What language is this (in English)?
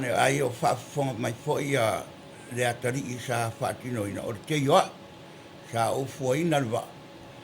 Samoan